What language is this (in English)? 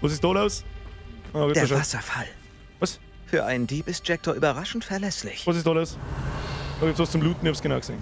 Bavarian